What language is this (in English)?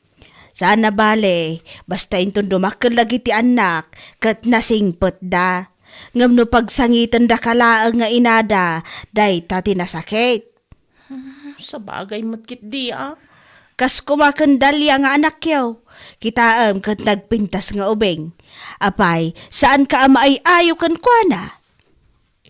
Iloko